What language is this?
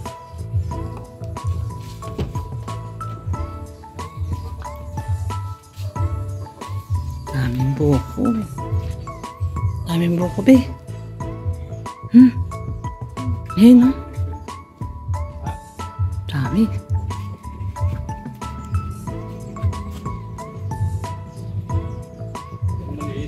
Filipino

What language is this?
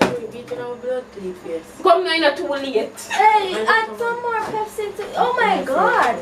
Jamaican Creole English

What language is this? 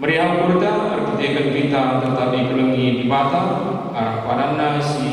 Batak Karo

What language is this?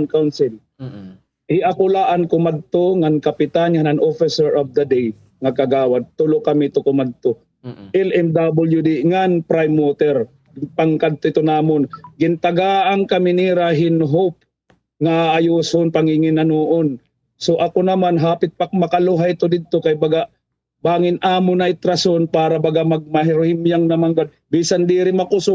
Waray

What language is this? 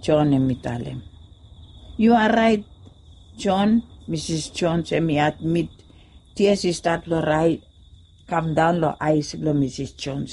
Bislama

